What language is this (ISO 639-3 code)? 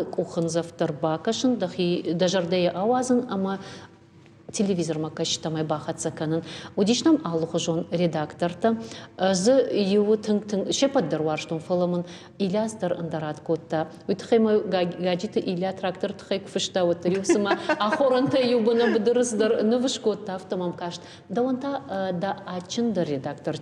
oss